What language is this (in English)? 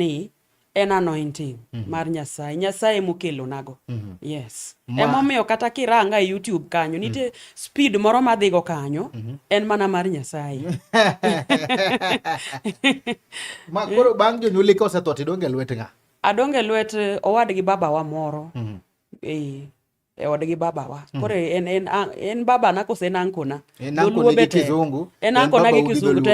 Luo (Kenya and Tanzania)